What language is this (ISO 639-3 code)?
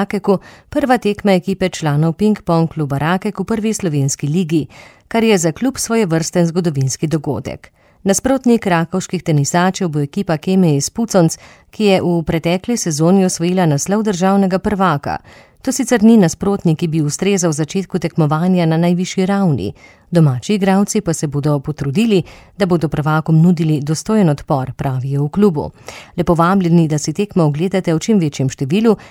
slv